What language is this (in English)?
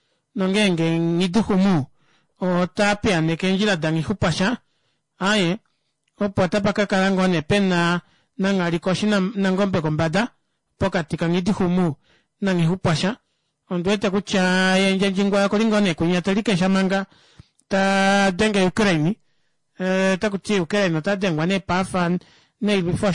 Kuanyama